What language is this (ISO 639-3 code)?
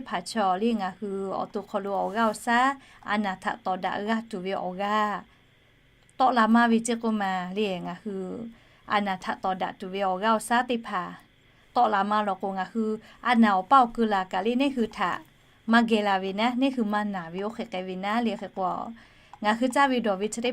lhu